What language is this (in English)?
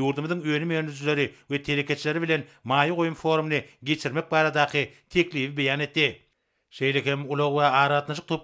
Turkmen